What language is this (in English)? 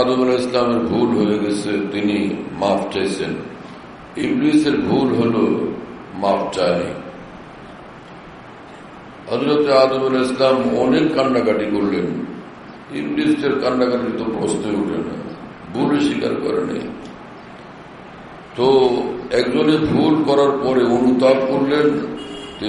Bangla